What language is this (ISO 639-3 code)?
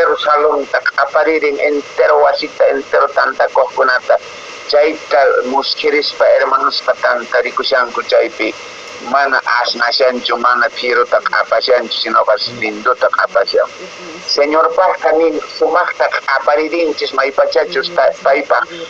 que